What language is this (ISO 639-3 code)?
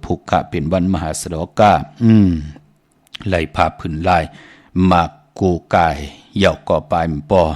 shn